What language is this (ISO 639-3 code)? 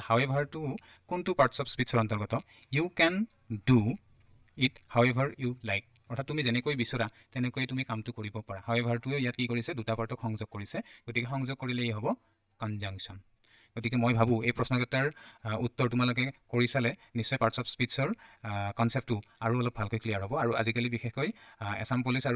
asm